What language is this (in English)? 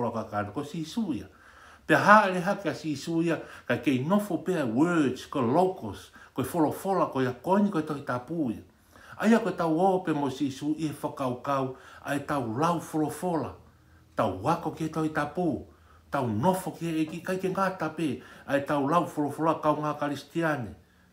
Tongan